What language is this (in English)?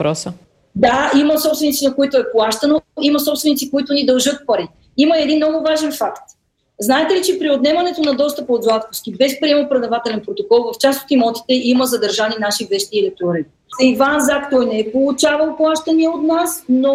Bulgarian